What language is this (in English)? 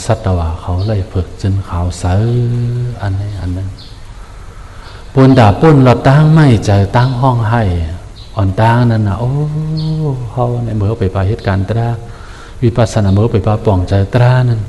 Shan